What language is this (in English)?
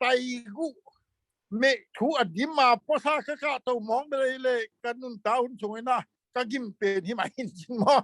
Tedim Chin